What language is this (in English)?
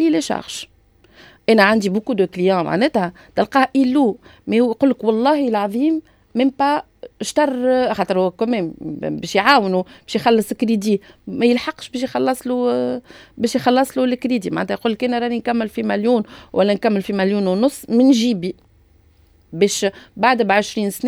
Tunisian Arabic